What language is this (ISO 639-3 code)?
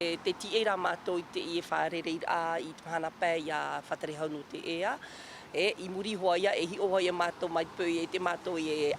tah